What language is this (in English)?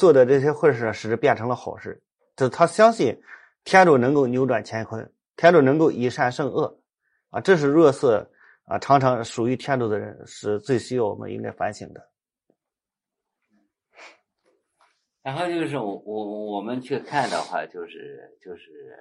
Chinese